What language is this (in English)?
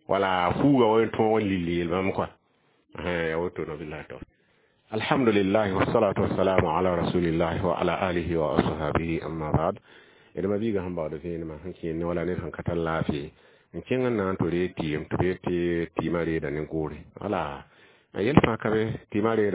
Mossi